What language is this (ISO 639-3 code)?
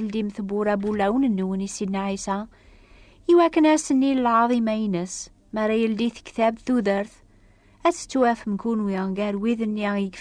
kab